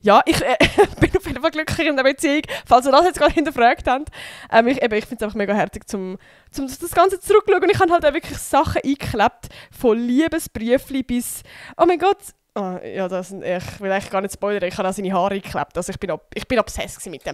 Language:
Swiss German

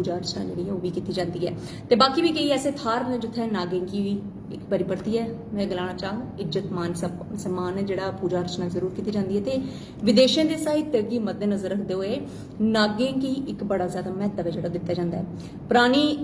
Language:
Dogri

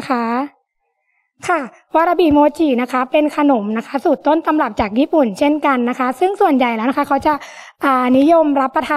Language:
Thai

